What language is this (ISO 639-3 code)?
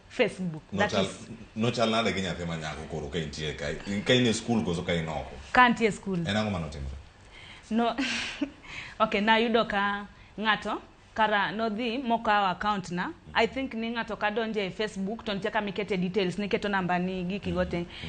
luo